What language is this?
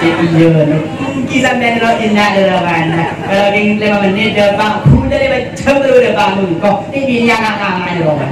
Madurese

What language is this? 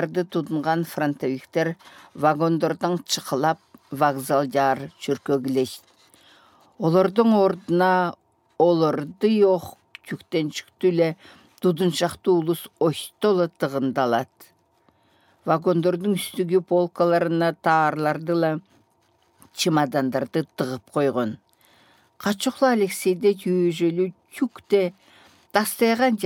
Southern Altai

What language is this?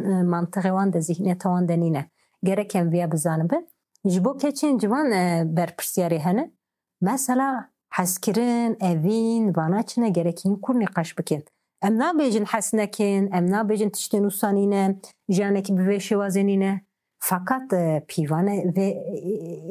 Kurdish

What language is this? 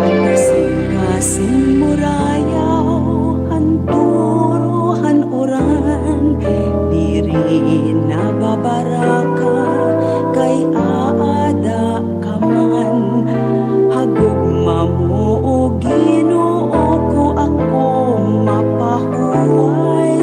Waray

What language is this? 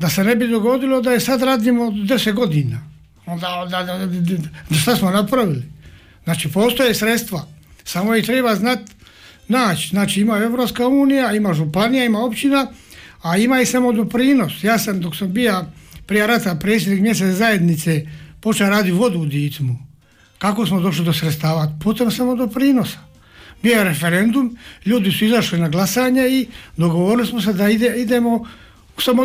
Croatian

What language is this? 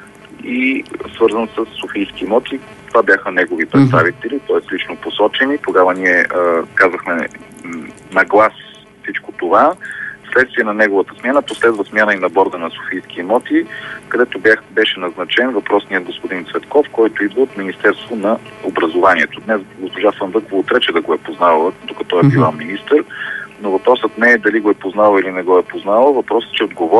Bulgarian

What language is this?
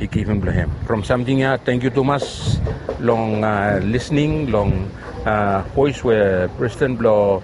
Bislama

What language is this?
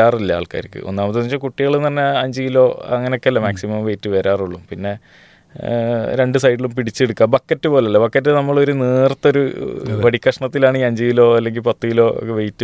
Malayalam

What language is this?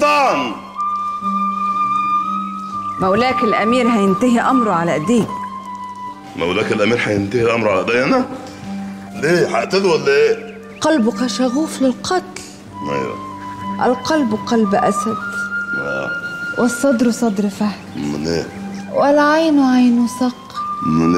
Egyptian Arabic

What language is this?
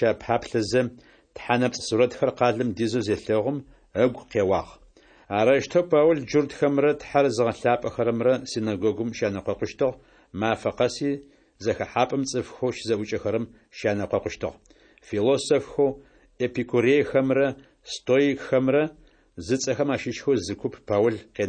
Adyghe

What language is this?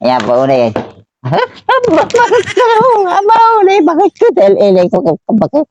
Iloko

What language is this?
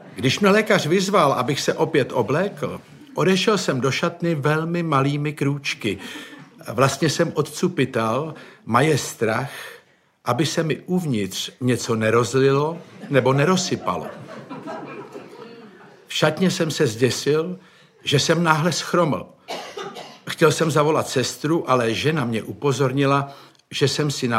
Czech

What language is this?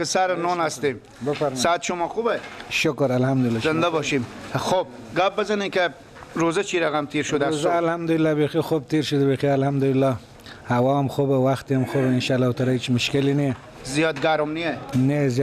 Persian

